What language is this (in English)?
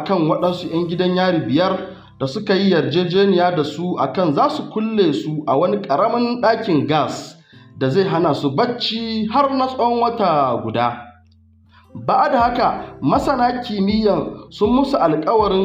Hausa